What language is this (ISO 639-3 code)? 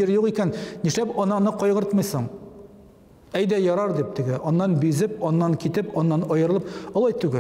tat